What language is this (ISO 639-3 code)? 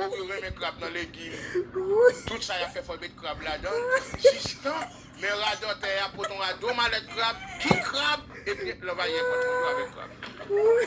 hat